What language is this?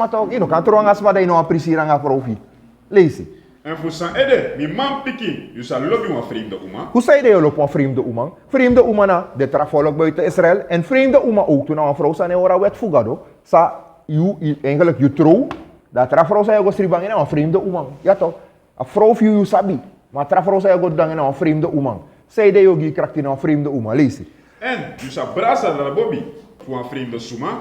Sranan Tongo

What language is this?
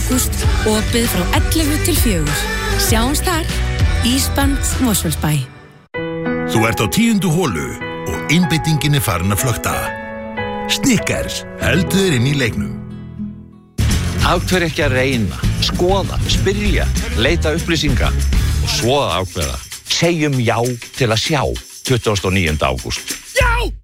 Icelandic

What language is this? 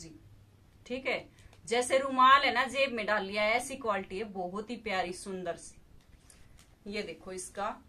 Hindi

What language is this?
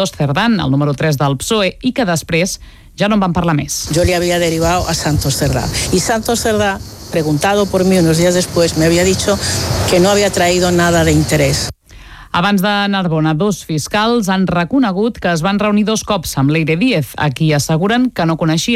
Catalan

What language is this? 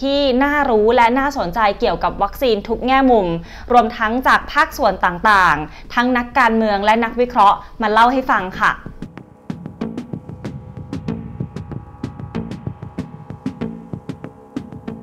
Thai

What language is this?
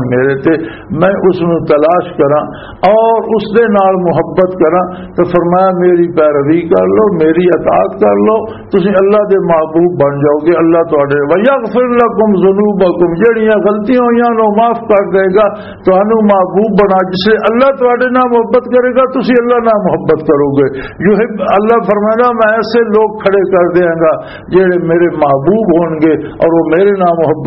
Western Panjabi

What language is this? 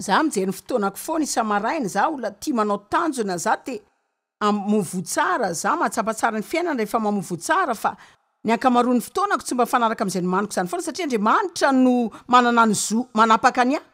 Malagasy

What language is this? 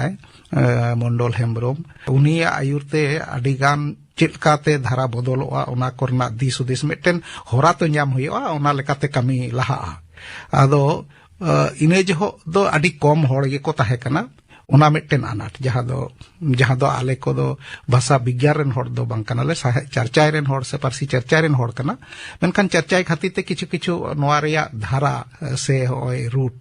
Santali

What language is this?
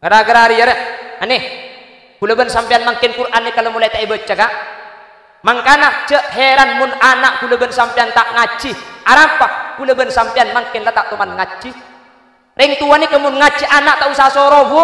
Madurese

